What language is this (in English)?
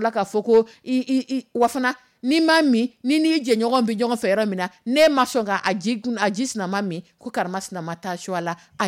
Dyula